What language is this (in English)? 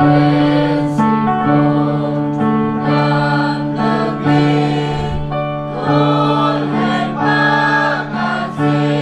Central Mnong